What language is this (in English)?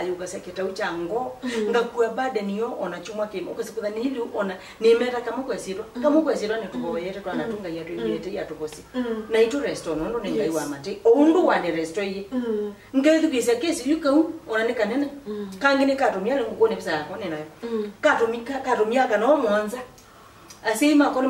Kamba